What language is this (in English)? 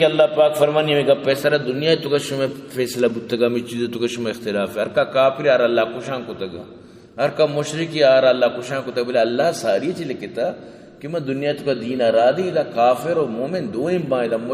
Baluchi